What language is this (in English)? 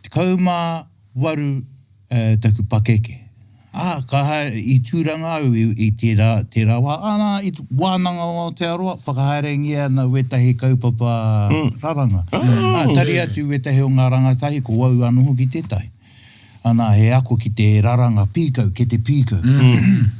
Māori